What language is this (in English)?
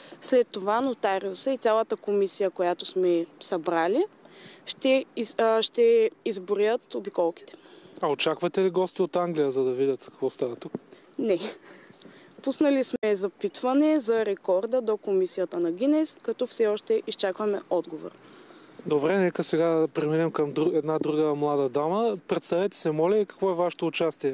Bulgarian